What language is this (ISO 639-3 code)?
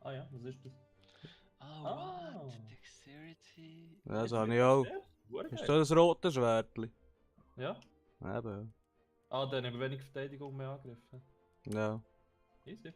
gsw